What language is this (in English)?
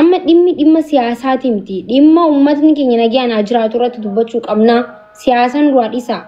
Oromo